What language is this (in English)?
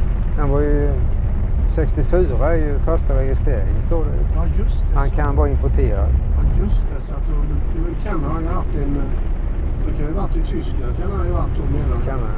Swedish